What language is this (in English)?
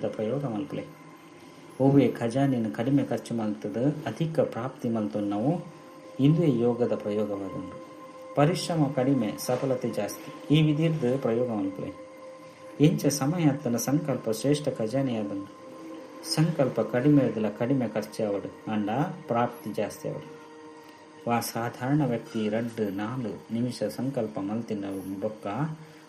Tulu